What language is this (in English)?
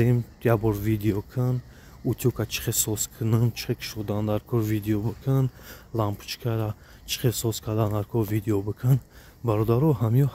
Tajik